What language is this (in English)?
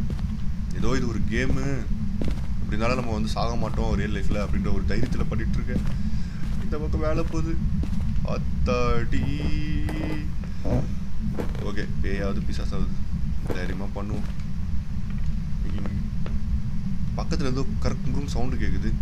Tamil